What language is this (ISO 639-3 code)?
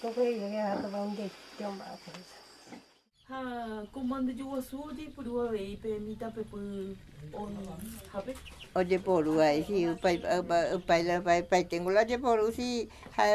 grn